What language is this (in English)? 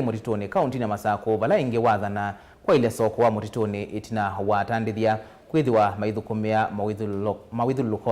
Kamba